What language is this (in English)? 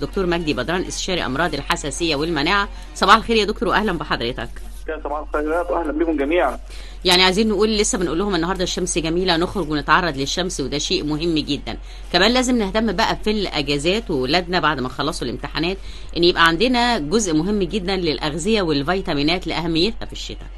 Egyptian Arabic